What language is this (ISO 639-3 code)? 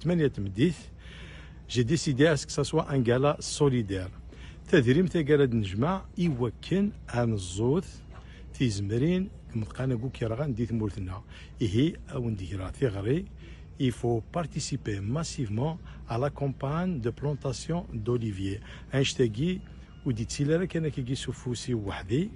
kab